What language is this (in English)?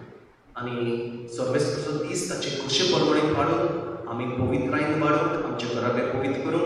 Konkani